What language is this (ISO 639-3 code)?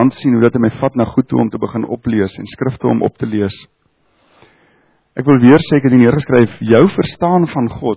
afr